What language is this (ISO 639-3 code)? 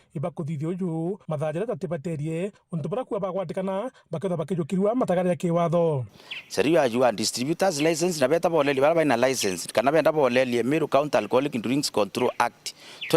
mer